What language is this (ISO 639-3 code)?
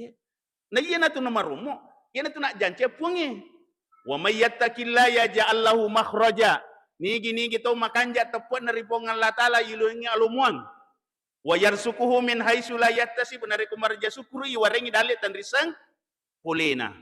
bug